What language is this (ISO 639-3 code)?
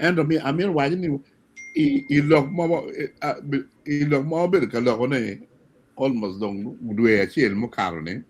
ach